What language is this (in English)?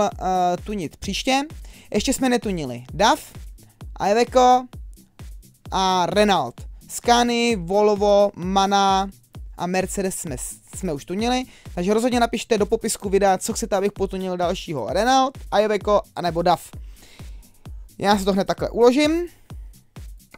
Czech